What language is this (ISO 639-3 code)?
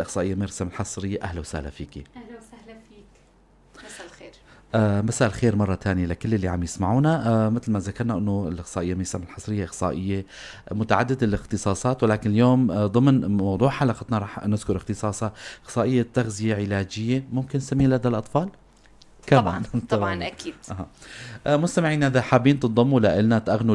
apc